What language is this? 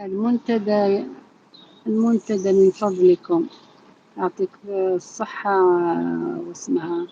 Algerian Arabic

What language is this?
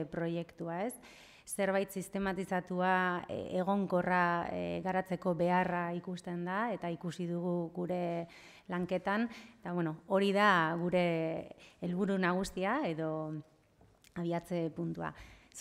Basque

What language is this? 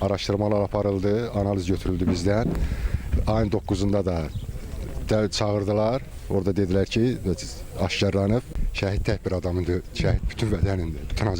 Azerbaijani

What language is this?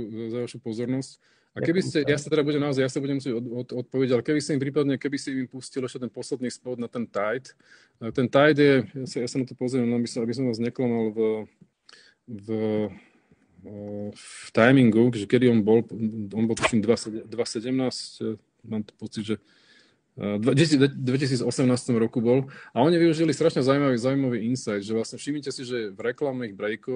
Slovak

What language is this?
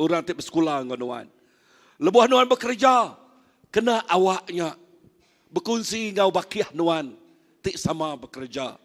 Iban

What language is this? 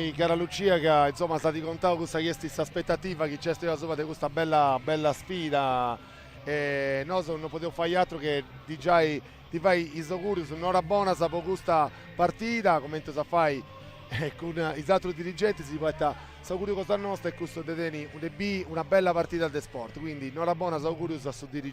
Sardinian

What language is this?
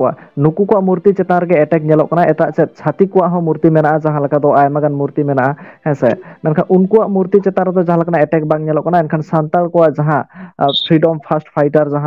Santali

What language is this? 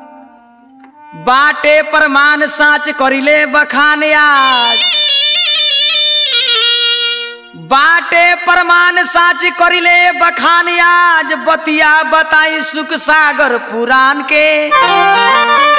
Bhojpuri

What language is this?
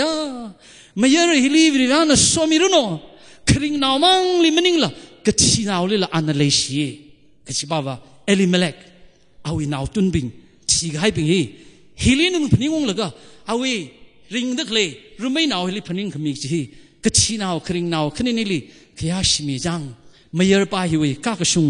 Tangkhul Naga (India)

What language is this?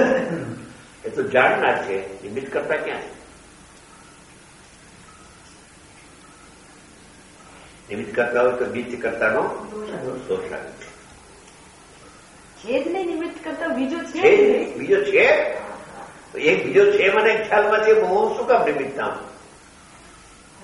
Gujarati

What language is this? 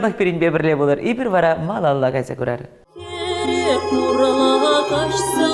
Chuvash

